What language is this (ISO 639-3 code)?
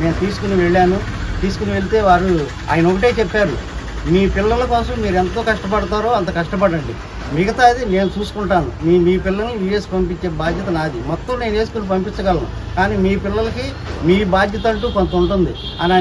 tel